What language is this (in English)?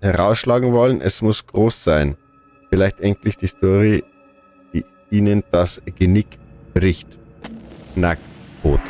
Bavarian